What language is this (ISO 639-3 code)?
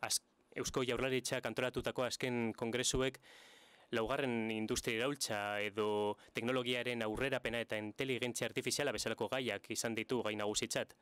eus